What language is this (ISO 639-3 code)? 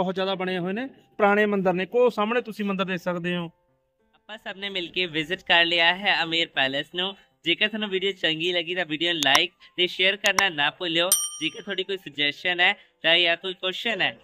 pan